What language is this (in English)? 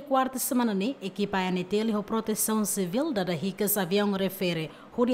Tetum